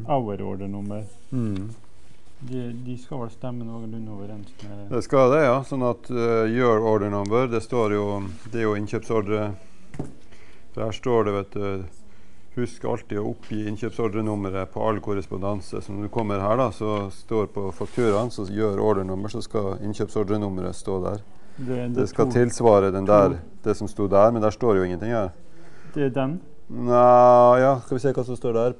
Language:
Norwegian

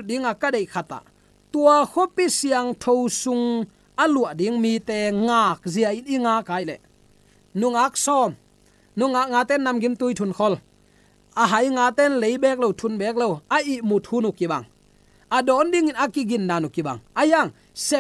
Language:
Tedim Chin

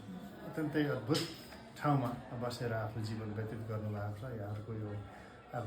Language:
Nepali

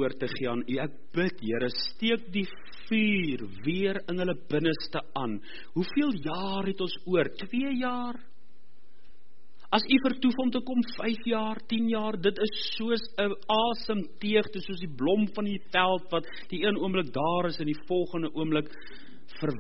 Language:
Afrikaans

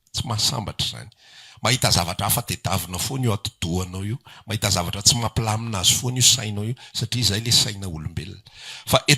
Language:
Malagasy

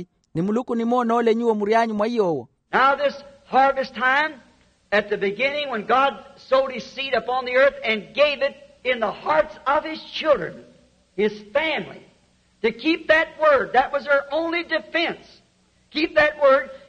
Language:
Makhuwa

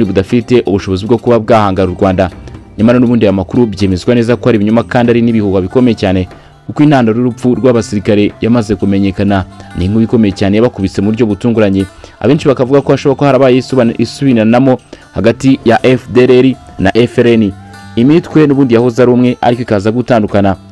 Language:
Kinyarwanda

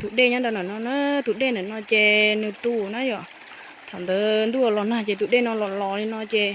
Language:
Hmong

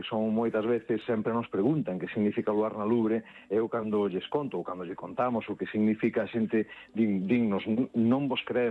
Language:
Galician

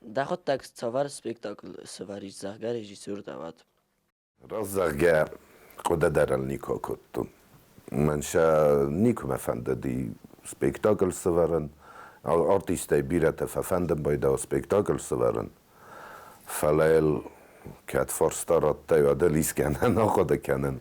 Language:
Ossetic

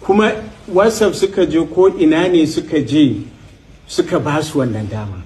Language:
Hausa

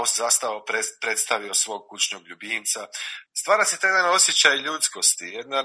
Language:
Croatian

